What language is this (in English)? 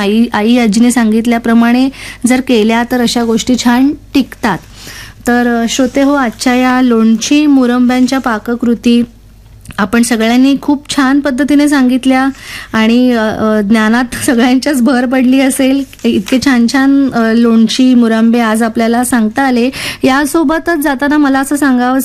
Marathi